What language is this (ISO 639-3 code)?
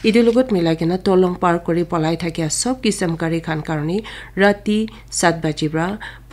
nag